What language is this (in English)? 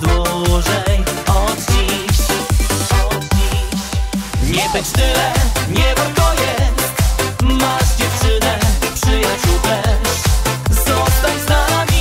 Polish